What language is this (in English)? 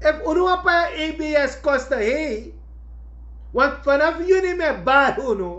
Sranan Tongo